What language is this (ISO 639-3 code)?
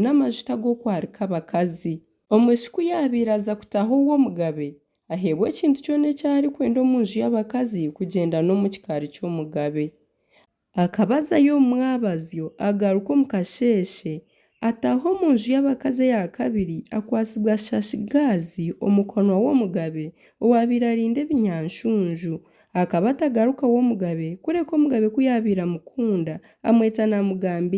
nyn